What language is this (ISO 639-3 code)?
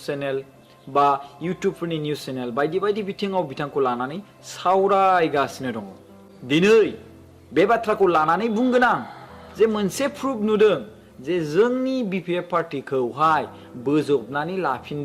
brx